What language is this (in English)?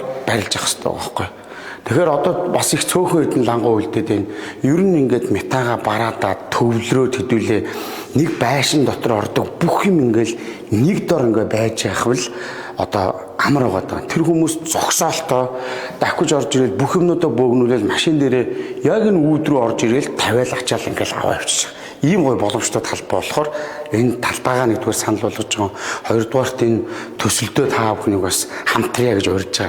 Mongolian